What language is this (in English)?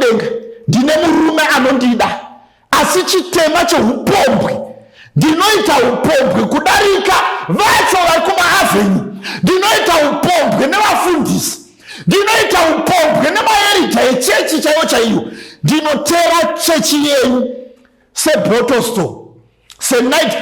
Shona